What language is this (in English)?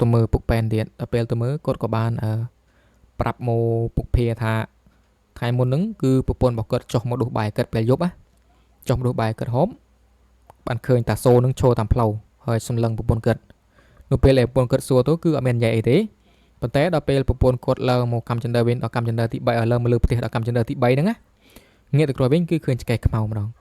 Khmer